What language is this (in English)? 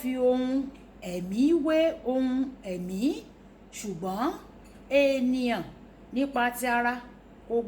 Yoruba